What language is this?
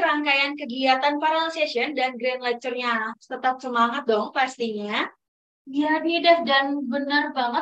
Indonesian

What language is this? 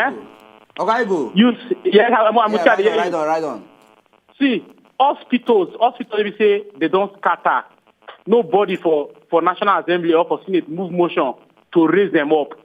Nigerian Pidgin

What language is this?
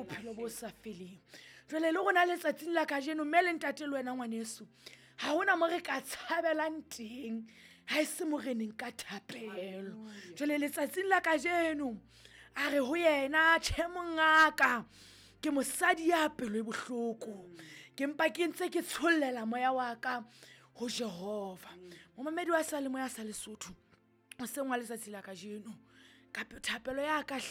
Southern Sotho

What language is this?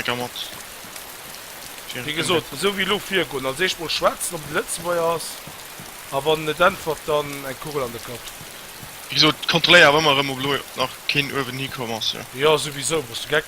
Luxembourgish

